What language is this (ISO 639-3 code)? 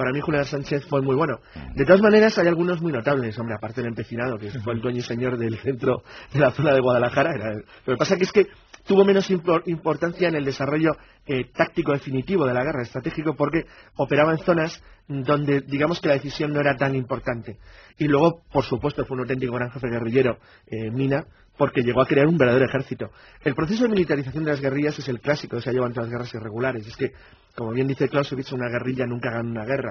spa